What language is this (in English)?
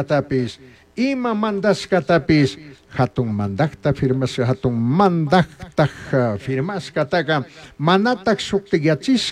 Chimborazo Highland Quichua